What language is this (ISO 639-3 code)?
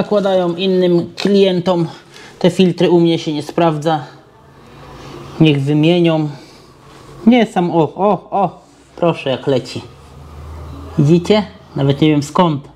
pol